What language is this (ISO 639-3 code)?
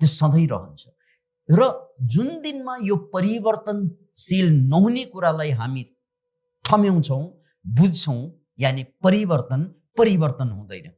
nep